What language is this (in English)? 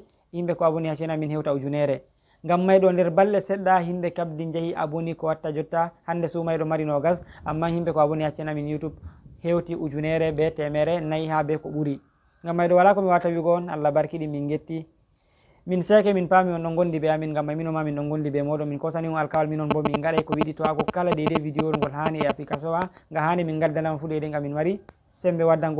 Fula